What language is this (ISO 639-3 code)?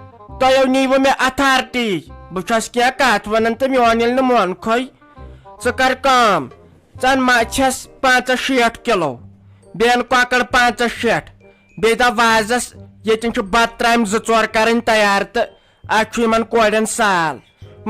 kas